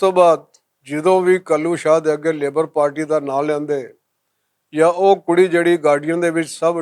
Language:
Western Panjabi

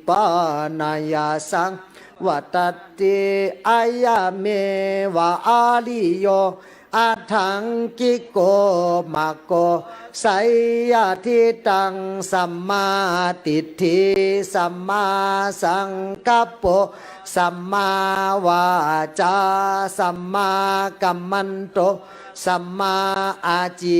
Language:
Pali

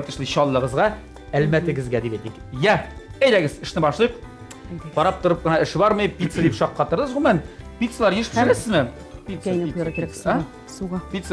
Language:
Tatar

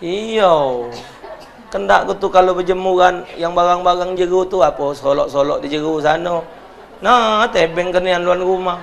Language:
Musi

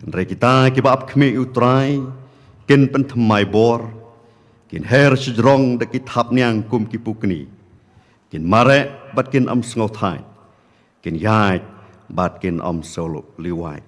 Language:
Khasi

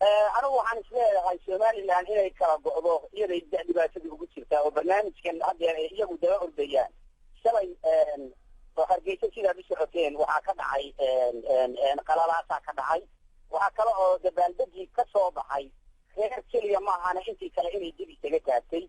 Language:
Somali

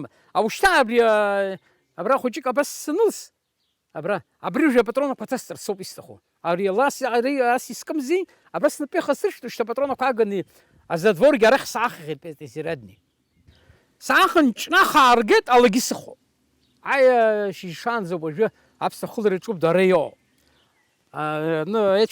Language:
Abkhazian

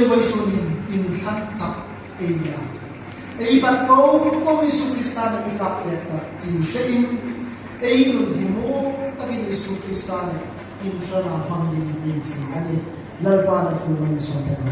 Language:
Hmar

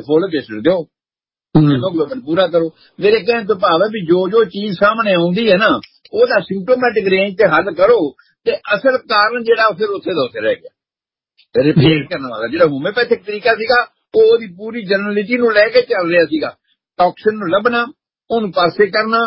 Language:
Punjabi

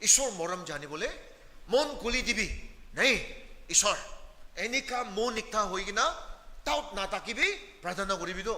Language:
Naga Pidgin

